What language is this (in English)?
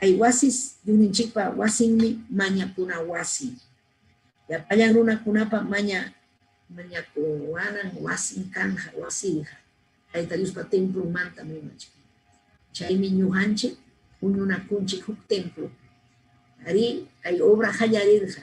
Ayacucho Quechua